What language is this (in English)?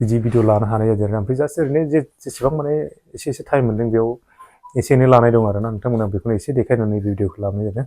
Bodo